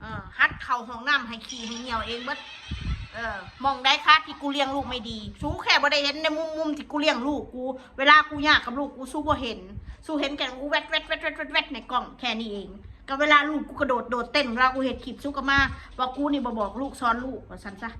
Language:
Northeastern Thai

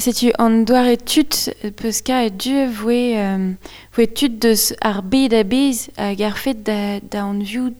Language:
Breton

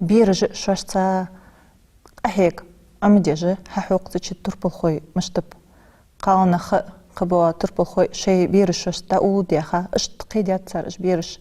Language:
Ingush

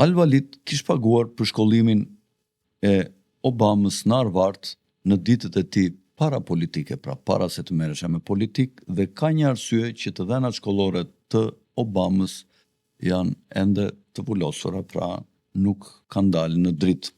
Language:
Albanian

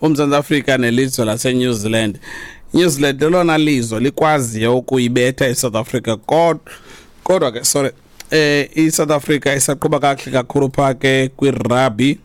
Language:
Xhosa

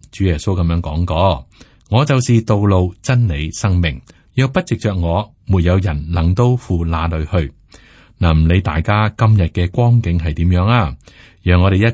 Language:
Cantonese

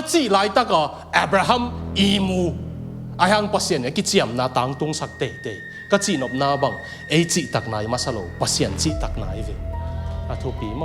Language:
Tedim Chin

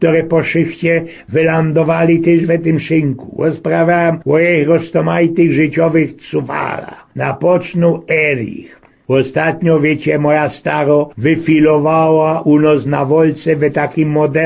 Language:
Silesian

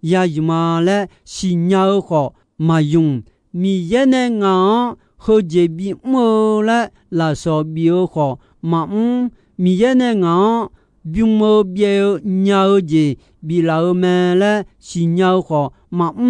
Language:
Akha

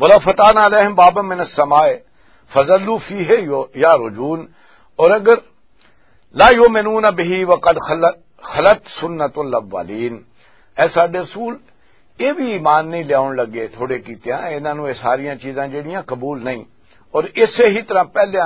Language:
Western Panjabi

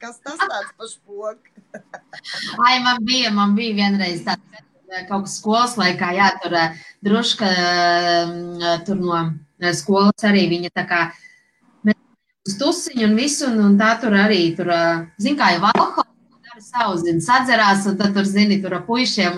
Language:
Latvian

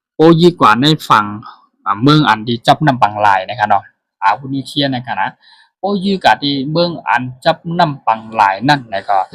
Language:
Shan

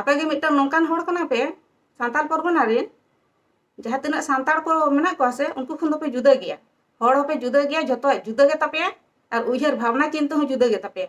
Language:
Santali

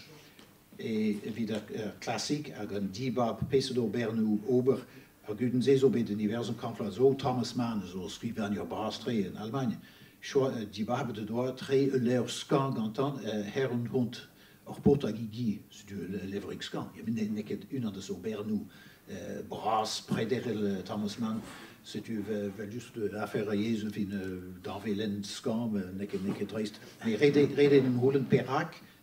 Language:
Breton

